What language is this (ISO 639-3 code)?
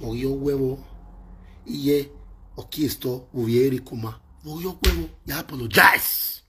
pcm